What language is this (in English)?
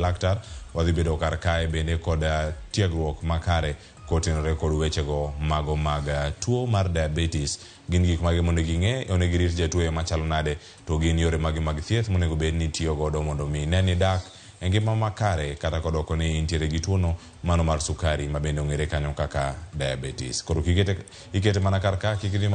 Luo (Kenya and Tanzania)